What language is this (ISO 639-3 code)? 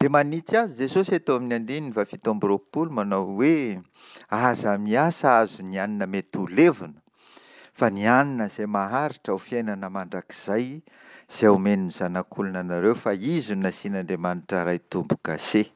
mlg